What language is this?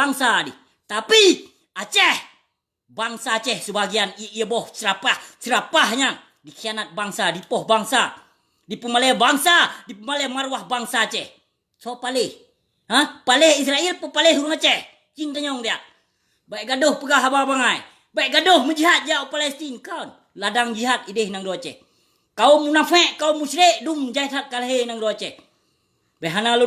Achinese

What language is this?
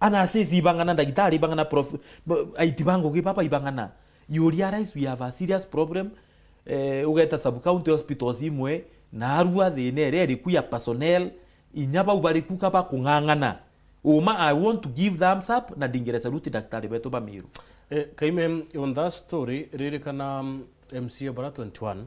Meru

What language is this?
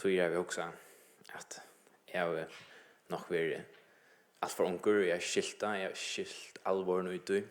Faroese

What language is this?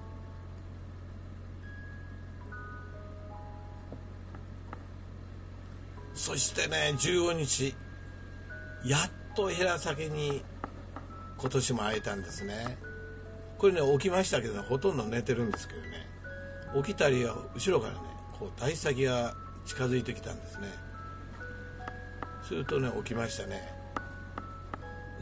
Japanese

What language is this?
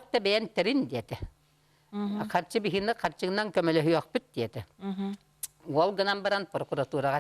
Yakut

